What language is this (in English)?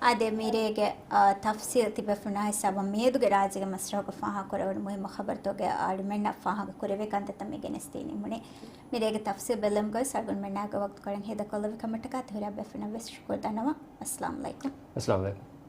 Divehi